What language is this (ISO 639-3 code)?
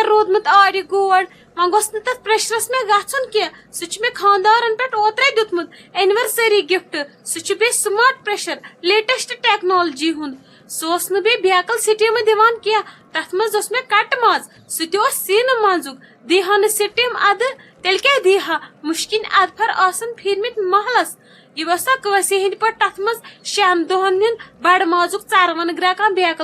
kas